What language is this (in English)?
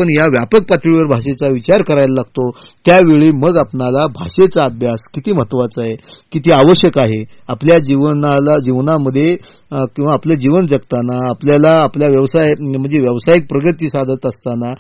Marathi